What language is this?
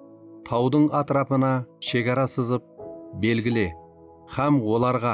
Kara-Kalpak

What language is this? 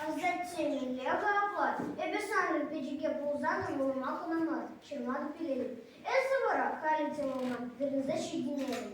Chuvash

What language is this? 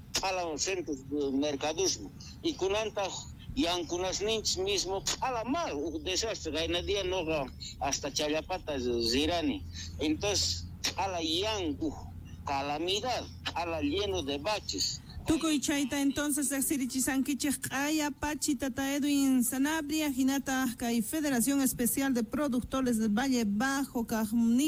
South Bolivian Quechua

